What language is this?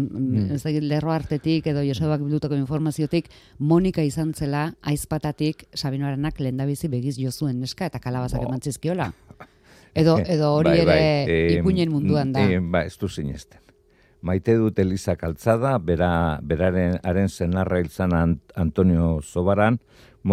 Basque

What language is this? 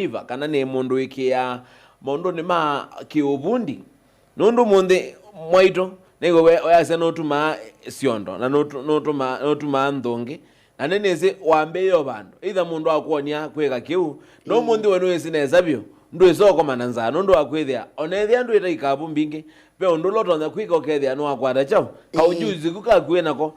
Kamba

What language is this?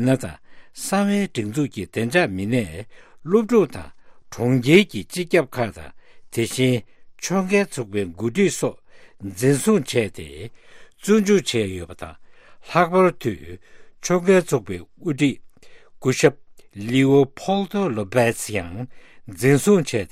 Tibetan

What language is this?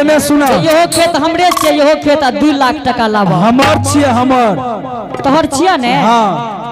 Angika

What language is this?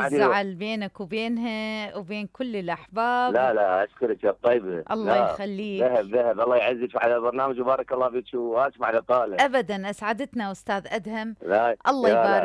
Mesopotamian Arabic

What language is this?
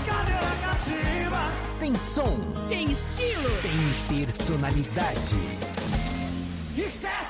Portuguese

